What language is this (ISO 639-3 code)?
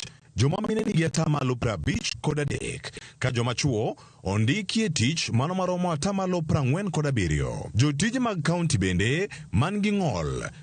luo